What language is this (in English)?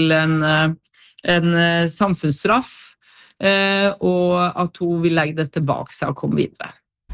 Norwegian